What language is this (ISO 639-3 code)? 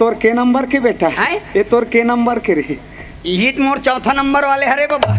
hne